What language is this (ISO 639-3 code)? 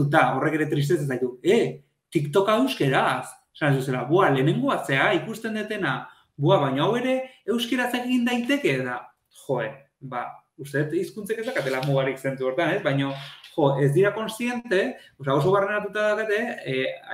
eus